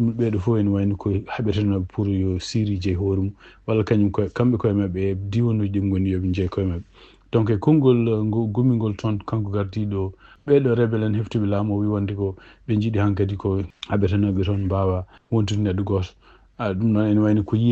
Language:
Fula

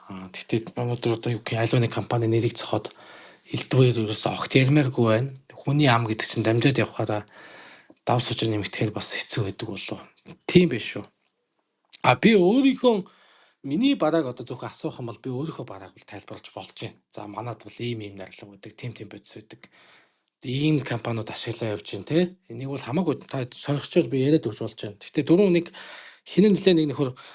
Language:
Mongolian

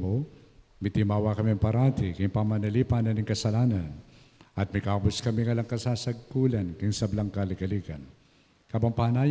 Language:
Pampanga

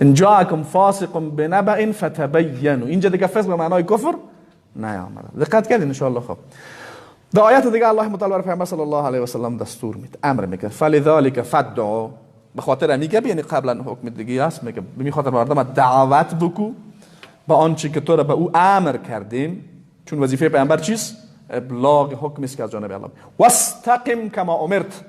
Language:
Persian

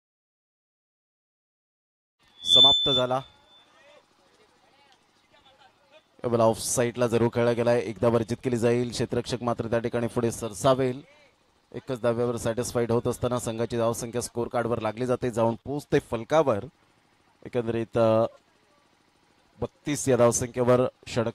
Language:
Marathi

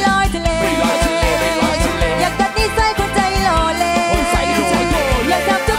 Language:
Thai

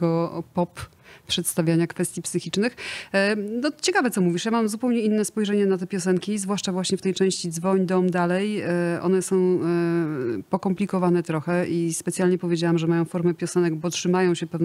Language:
Polish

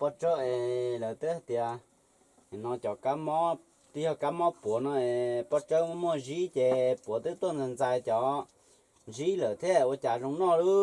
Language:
Hmong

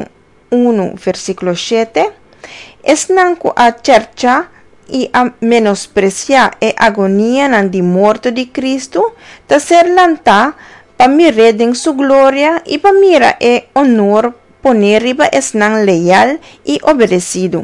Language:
Papiamento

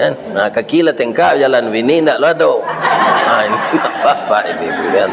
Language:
Minangkabau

